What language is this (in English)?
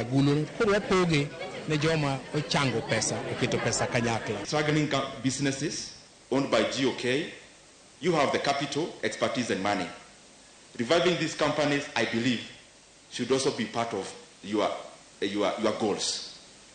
Luo (Kenya and Tanzania)